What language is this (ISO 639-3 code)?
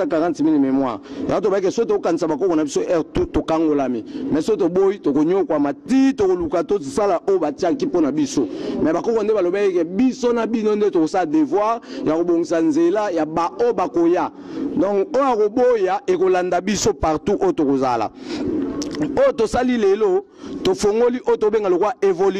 lin